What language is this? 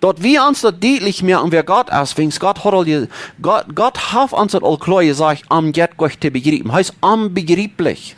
Plautdietsch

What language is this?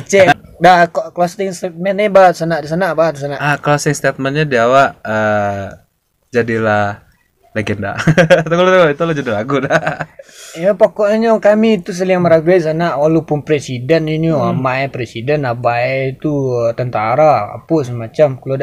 Minangkabau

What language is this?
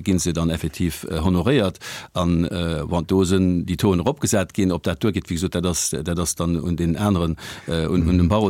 Luxembourgish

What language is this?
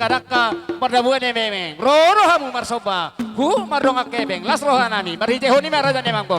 Batak Toba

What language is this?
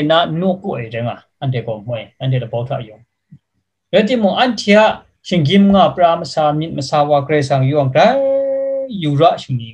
Kachin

